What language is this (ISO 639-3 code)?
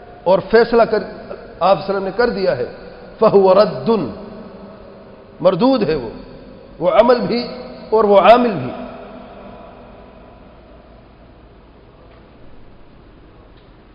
urd